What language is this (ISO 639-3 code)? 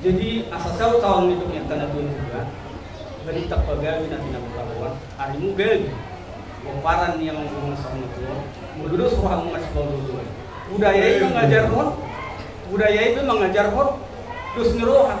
bbc